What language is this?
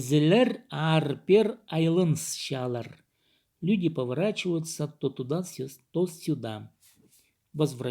Khakas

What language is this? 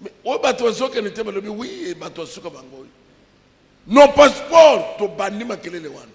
Lingala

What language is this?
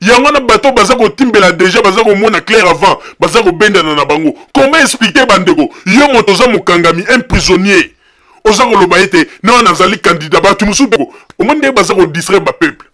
Lingala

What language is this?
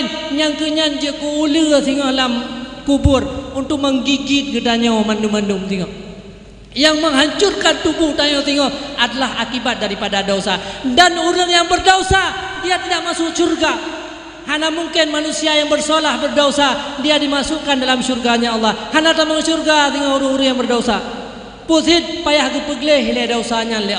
Achinese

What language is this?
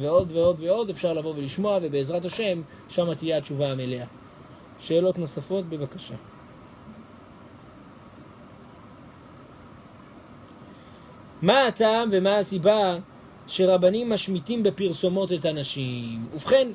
Hebrew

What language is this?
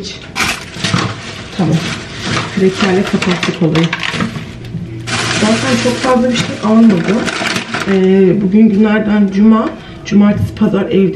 Turkish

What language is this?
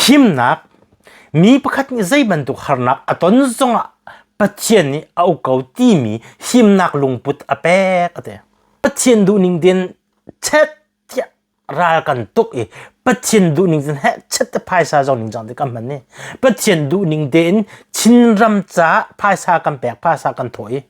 Hakha Chin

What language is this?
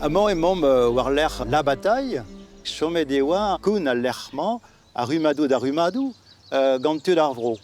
Breton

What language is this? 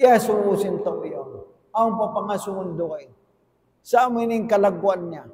Tausug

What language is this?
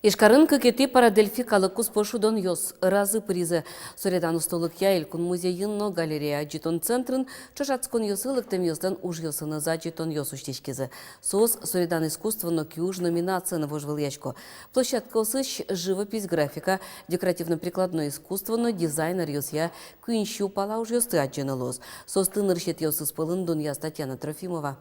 Udmurt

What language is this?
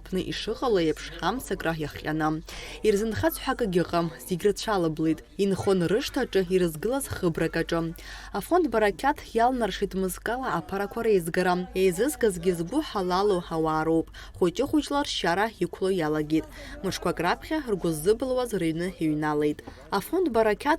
Abkhazian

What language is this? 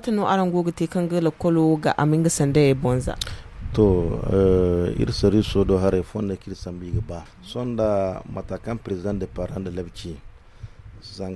Zarma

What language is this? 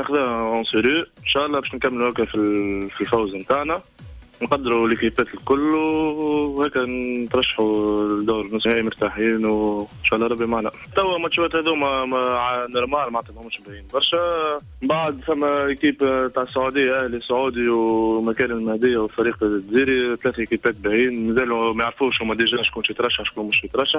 Tunisian Arabic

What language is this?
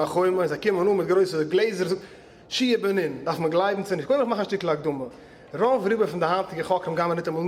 Yiddish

